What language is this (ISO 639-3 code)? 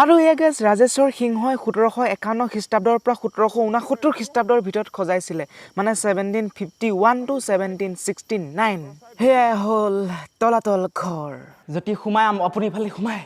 asm